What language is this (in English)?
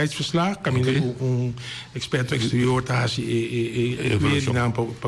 Papiamento